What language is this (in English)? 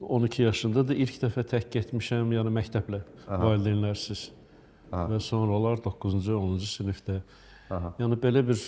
Azerbaijani